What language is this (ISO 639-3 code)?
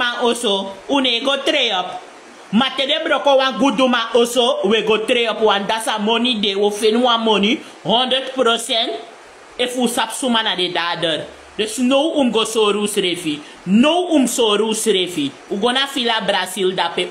srn